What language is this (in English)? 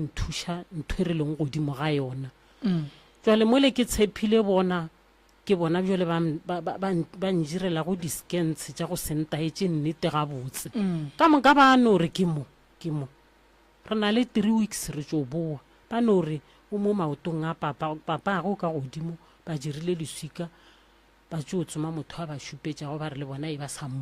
Northern Sotho